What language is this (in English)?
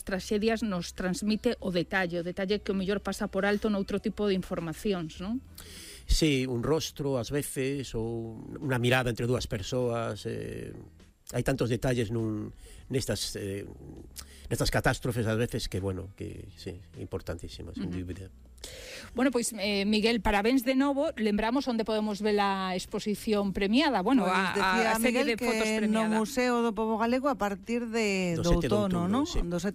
Galician